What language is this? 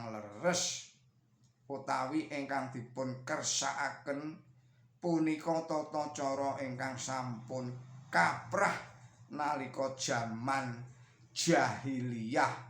Javanese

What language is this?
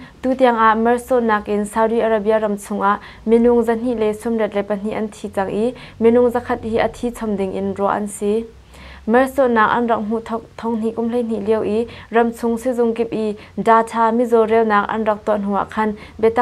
Hakha Chin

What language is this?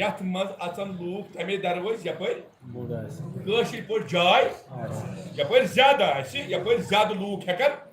Kashmiri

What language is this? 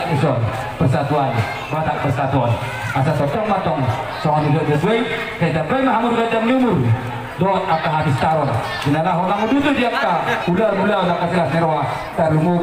Batak Toba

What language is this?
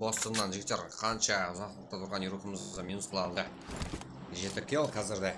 Kara-Kalpak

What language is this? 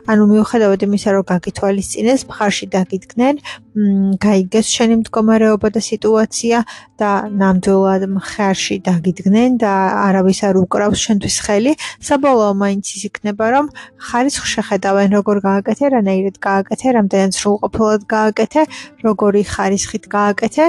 Georgian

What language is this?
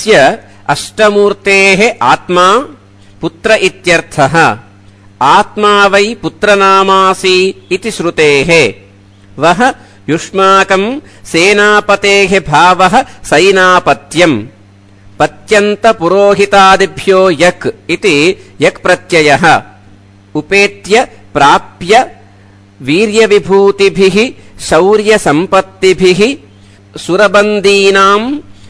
Sanskrit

